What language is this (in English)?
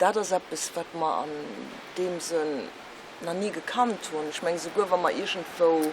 Luxembourgish